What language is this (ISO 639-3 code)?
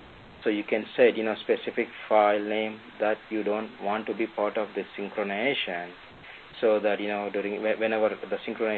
eng